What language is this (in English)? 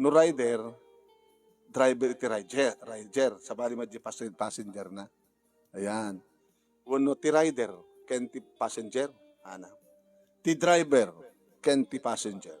Iloko